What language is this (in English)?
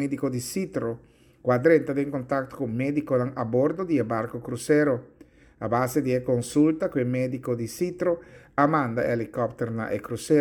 Papiamento